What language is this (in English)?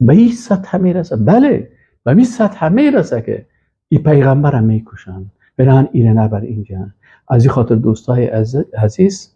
Persian